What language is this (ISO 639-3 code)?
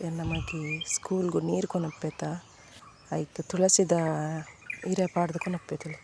tcy